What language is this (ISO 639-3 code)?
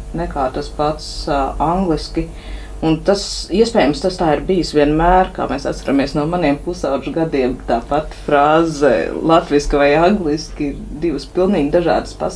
lav